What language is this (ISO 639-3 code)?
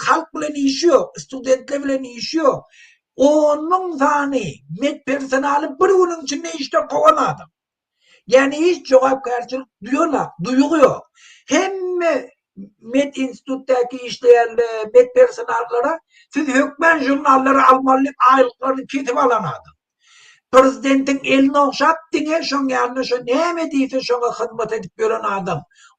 tuk